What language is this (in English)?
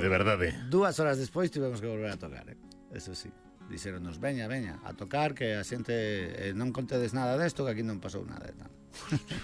Galician